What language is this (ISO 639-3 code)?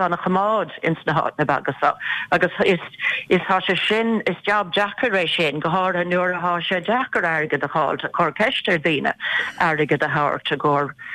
gle